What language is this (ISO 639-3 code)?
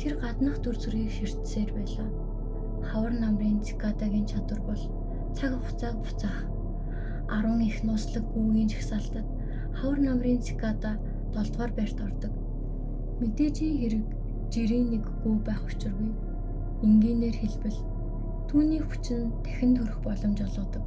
mon